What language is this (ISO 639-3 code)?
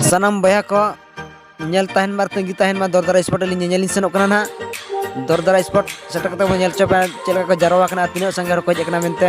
sat